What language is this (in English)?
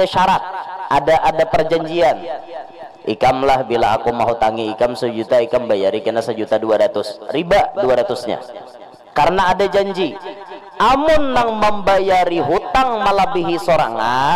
Banjar